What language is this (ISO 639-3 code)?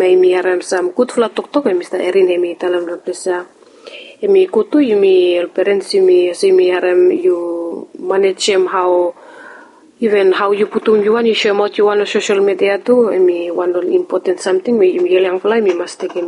bis